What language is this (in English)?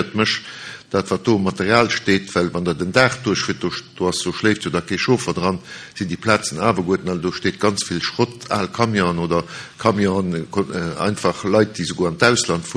Luxembourgish